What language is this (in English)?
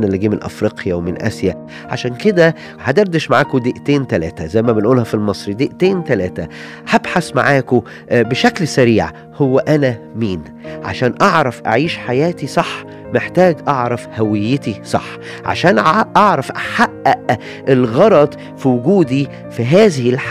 Egyptian Arabic